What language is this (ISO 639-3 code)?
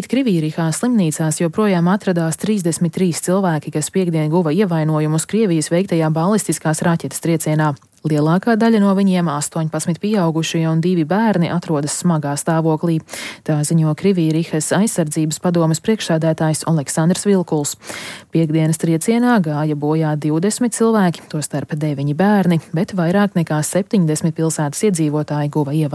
lav